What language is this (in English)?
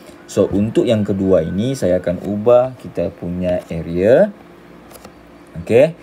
Malay